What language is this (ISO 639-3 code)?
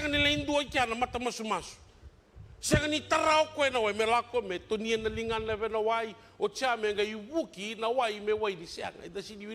fij